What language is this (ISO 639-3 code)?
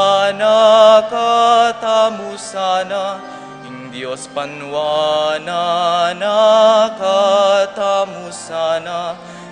pam